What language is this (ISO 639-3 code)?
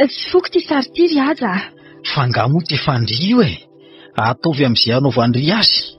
mlg